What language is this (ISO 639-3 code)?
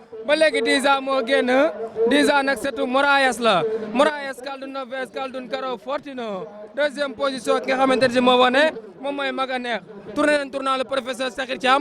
wol